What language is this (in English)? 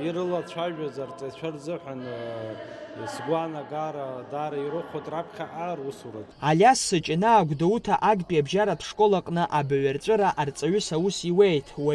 Abkhazian